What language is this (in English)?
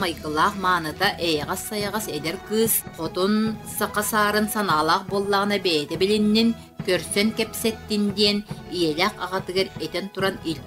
Yakut